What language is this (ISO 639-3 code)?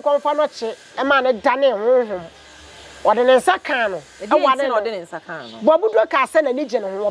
aka